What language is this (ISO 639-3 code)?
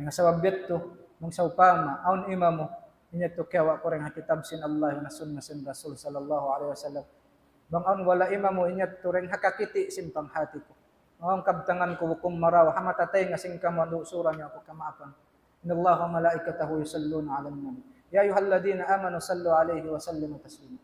tsg